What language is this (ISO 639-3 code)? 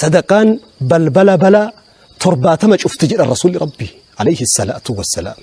orm